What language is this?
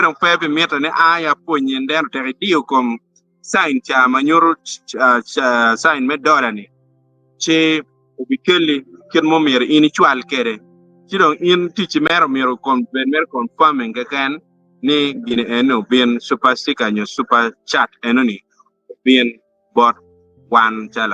Acoli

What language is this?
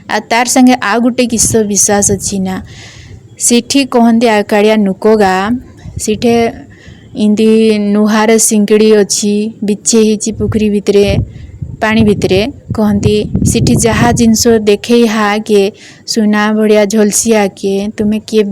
Odia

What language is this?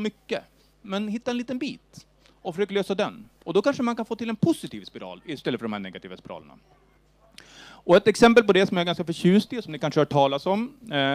Swedish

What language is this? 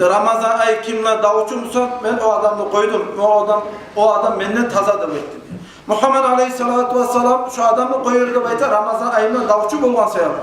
Kumyk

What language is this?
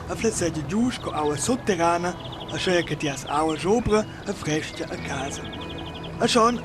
Romansh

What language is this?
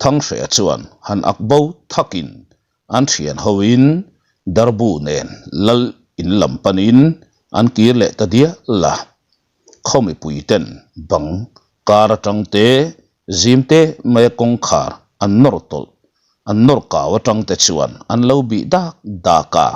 Mizo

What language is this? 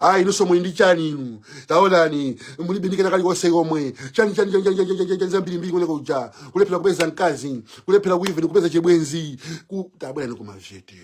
Nyanja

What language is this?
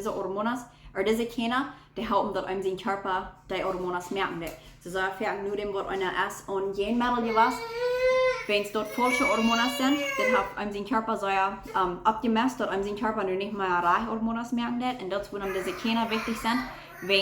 Plautdietsch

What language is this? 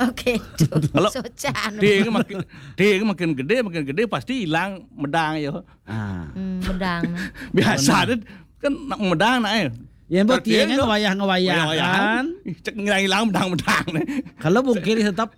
Balinese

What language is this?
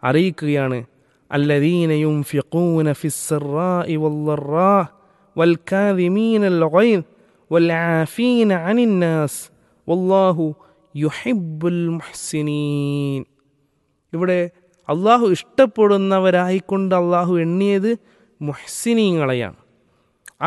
Malayalam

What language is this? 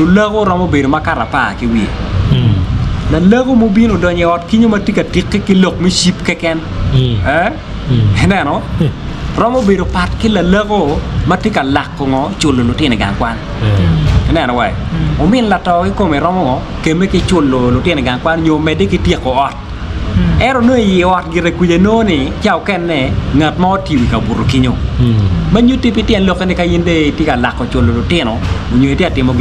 Acoli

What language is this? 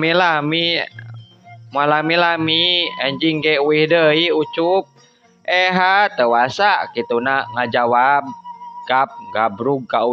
Sundanese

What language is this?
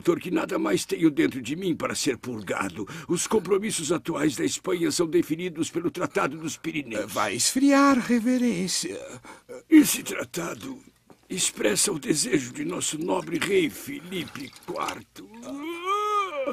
Portuguese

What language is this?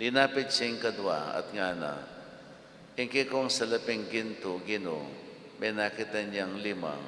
Pampanga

